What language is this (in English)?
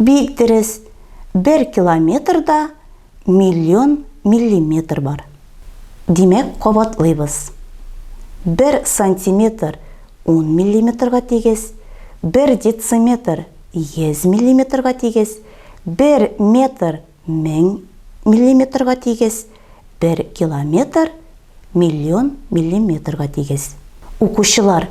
Tatar